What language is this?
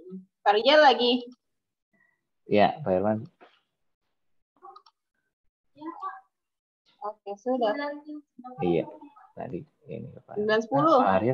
Indonesian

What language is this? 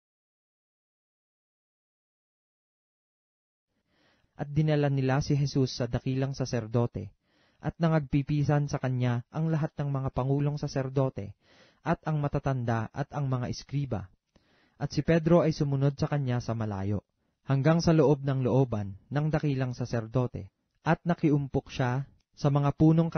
Filipino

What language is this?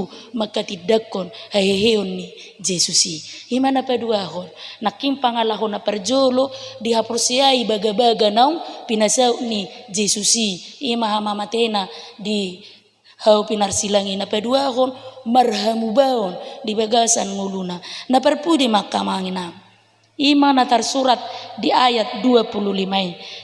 Batak Toba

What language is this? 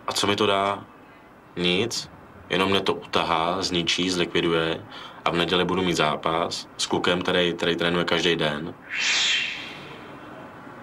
Czech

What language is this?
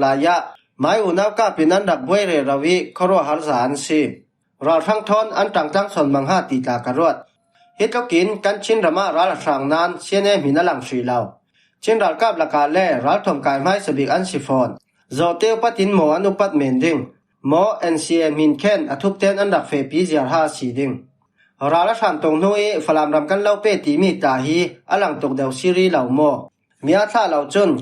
Falam Chin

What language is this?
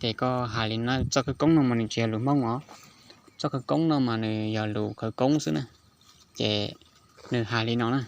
Hmong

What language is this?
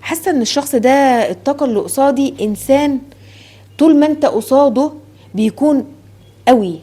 Egyptian Arabic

